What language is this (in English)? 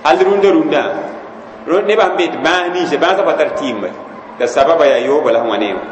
Mossi